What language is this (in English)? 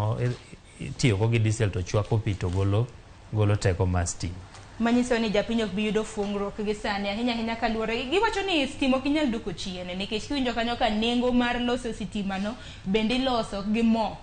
Luo (Kenya and Tanzania)